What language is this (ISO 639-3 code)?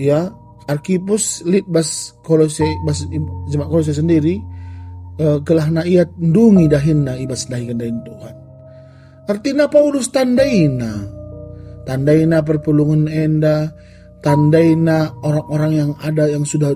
btx